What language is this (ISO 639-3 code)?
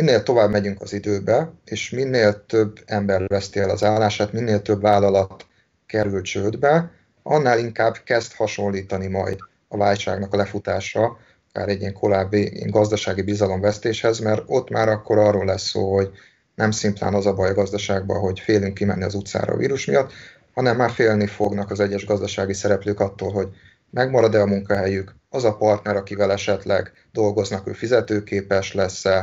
hun